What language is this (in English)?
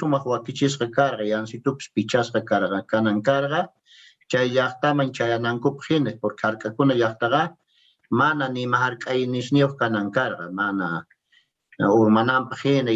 Quechua